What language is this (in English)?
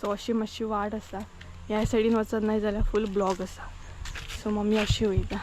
Konkani